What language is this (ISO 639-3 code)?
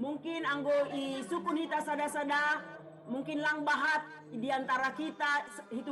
bts